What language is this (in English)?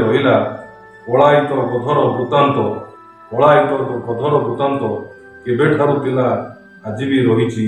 Odia